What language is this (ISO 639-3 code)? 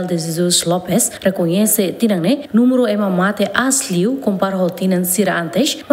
tet